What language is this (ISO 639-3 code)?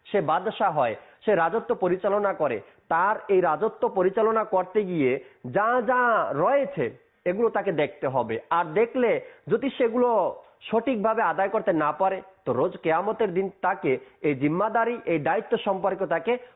ben